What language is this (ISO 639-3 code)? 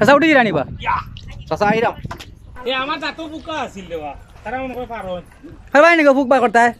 syl